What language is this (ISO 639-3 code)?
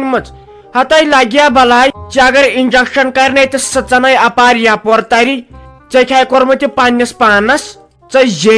kas